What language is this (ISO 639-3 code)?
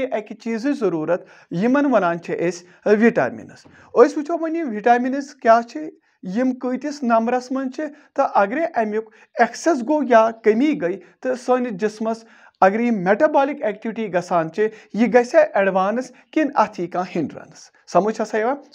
kas